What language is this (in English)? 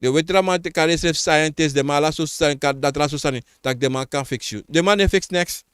Sranan Tongo